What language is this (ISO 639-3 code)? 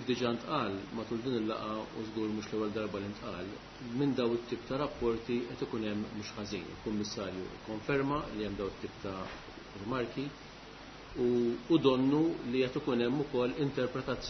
mlt